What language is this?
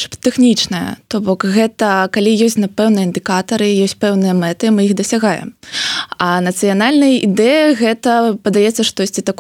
Belarusian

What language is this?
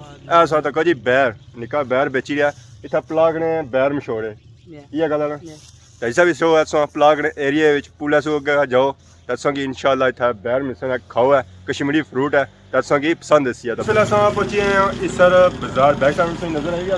Pahari-Potwari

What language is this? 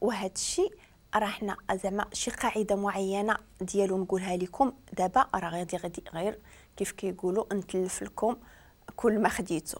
Moroccan Arabic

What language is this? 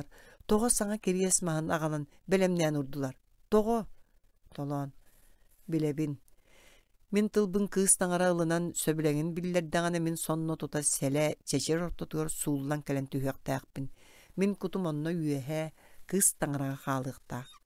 Yakut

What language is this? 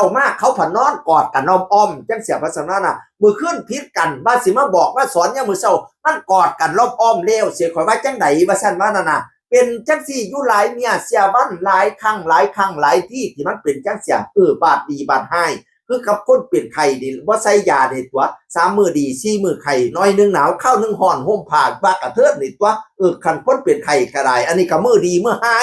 Northeastern Thai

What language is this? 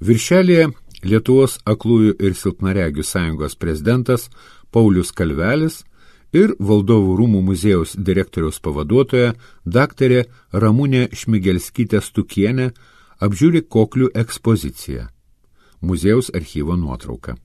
Lithuanian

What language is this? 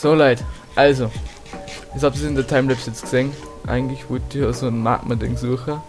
Bavarian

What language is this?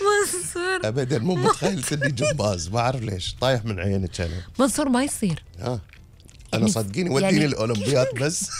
Gulf Arabic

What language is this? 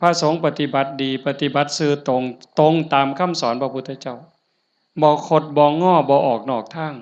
Lao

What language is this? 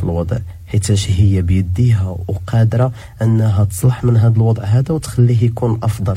Moroccan Arabic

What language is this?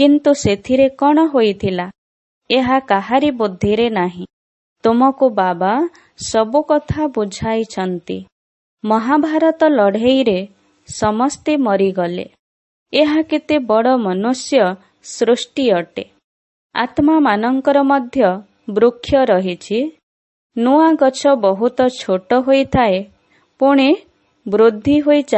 Odia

